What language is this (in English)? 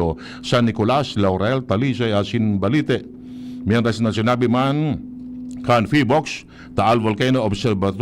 Bikol